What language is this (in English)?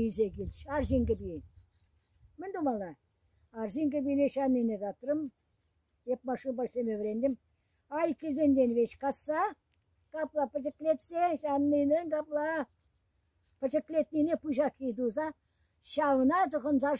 Chuvash